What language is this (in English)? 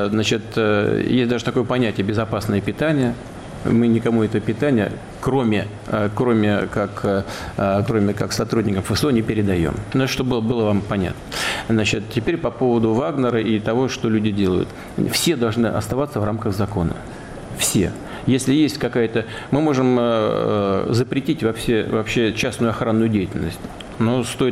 Russian